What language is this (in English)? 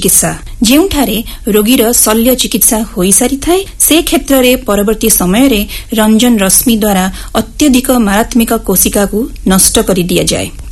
Odia